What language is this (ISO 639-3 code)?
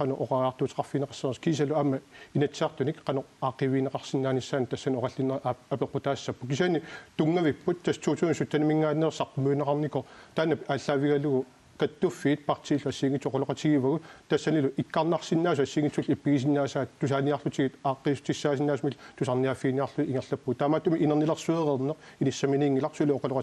kal